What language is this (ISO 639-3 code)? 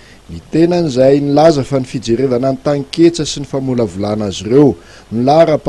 mlg